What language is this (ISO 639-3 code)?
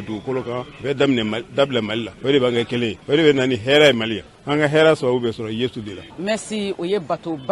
bam